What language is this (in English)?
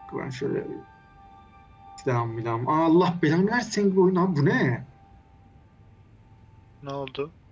Turkish